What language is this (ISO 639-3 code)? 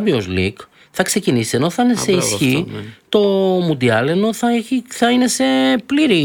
ell